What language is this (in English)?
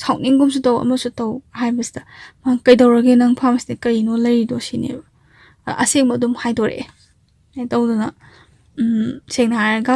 Manipuri